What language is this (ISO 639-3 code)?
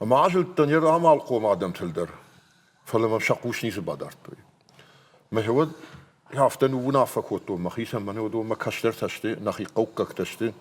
oss